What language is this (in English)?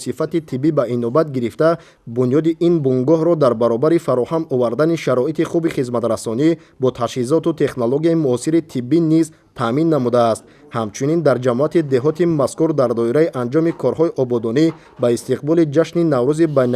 Tajik